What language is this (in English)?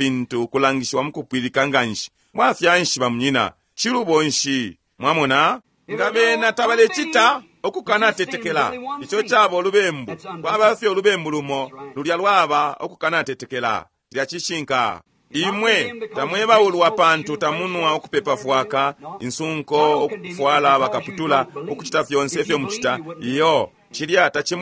Bemba